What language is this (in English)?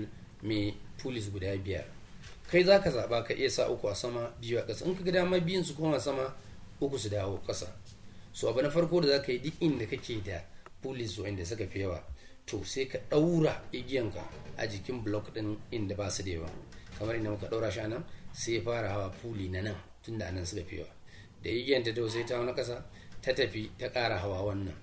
Hausa